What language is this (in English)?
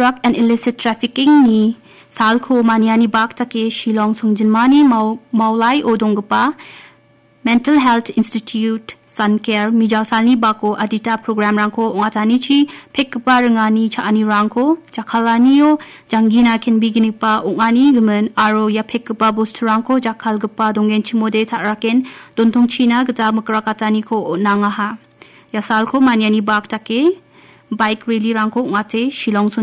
Garo